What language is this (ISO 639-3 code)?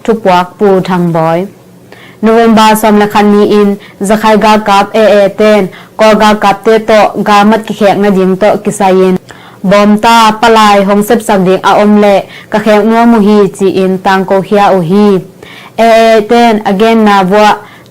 ctd